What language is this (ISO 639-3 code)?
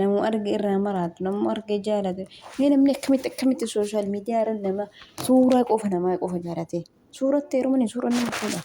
orm